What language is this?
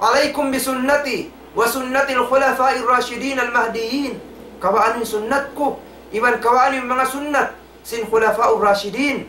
Tausug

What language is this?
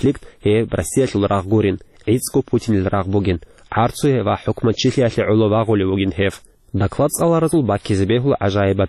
Avaric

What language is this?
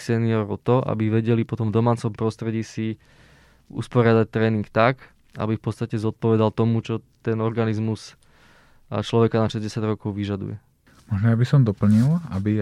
Slovak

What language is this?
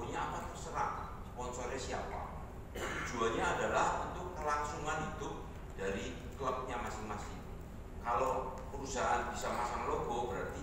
Indonesian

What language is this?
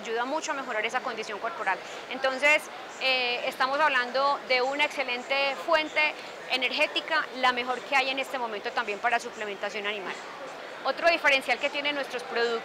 Spanish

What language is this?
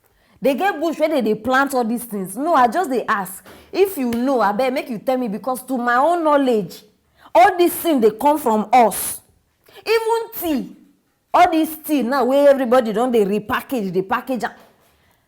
Nigerian Pidgin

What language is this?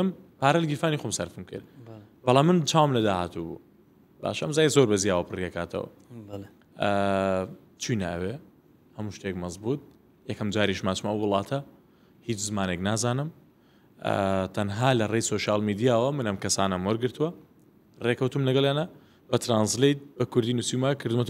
Central Kurdish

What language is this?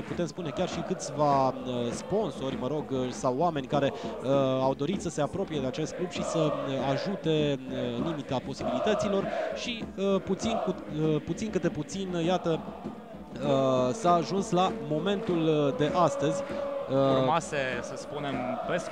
Romanian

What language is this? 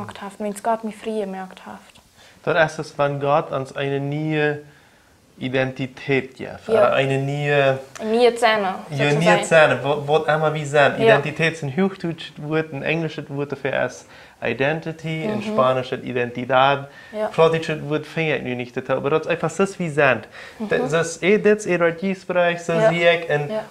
Plautdietsch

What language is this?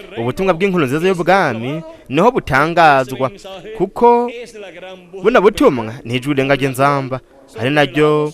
Rundi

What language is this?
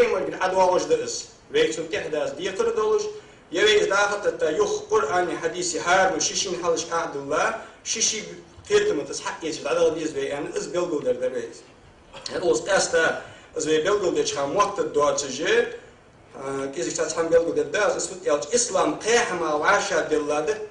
Ingush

